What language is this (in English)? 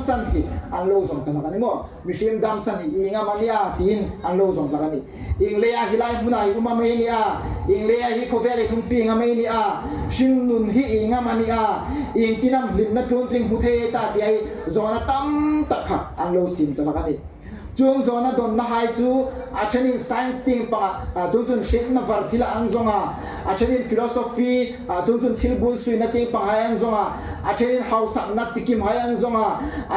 Hmar